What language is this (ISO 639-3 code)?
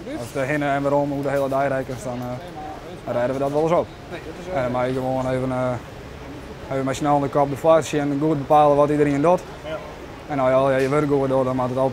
fry